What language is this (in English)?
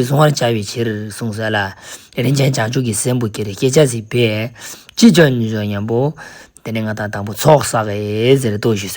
Ladakhi